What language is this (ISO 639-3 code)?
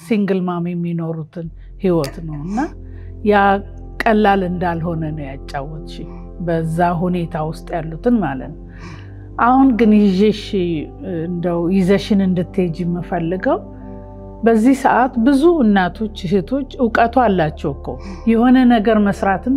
amh